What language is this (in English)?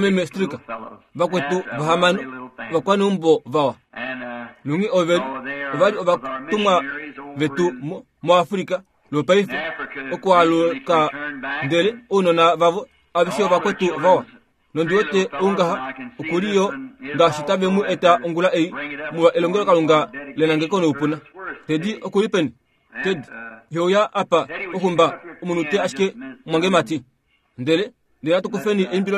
Kuanyama